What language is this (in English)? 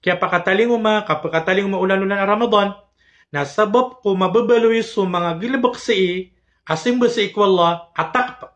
Maranao